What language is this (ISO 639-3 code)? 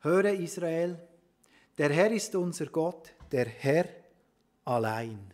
gsw